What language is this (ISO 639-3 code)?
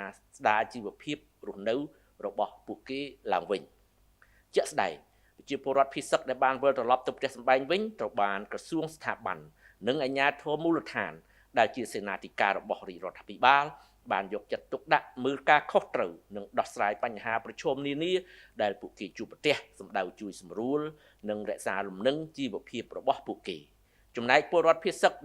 khm